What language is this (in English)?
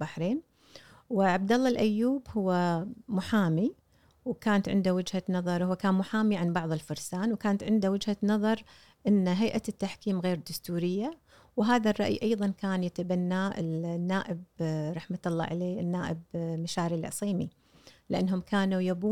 Gulf Arabic